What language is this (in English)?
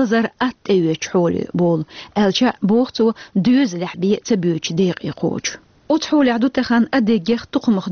Chechen